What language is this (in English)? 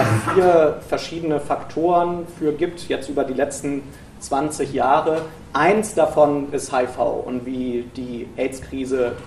German